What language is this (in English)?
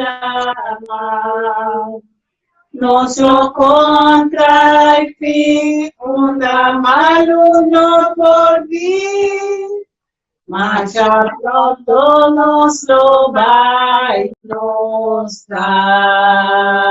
Papiamento